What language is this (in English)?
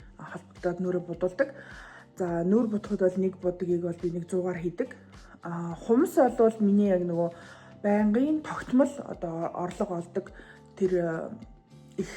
Mongolian